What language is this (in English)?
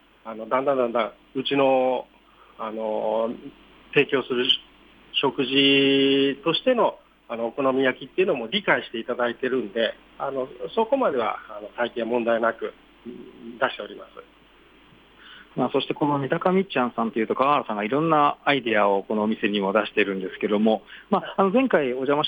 Japanese